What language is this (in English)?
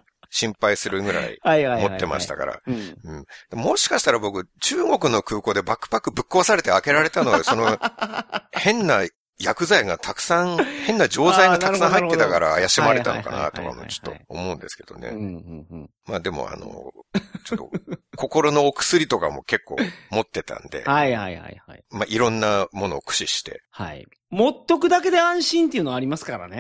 Japanese